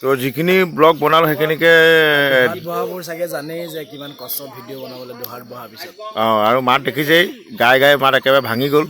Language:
Assamese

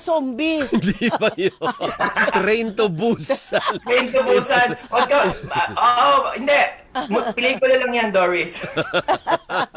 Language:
Filipino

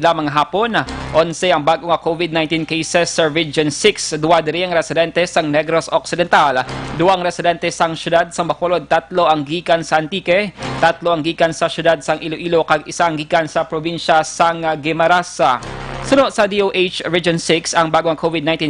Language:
Hiligaynon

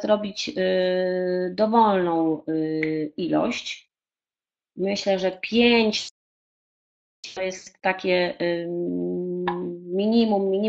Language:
Polish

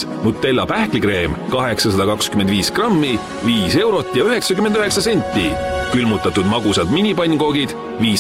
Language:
Estonian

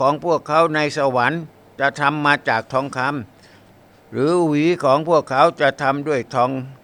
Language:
Thai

